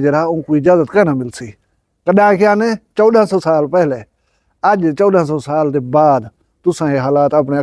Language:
Saraiki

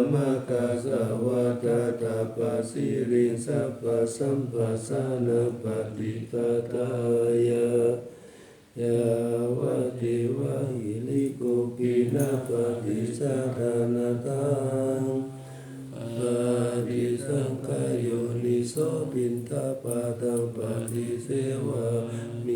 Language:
Pali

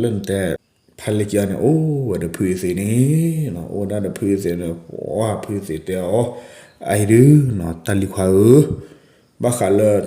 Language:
S'gaw Karen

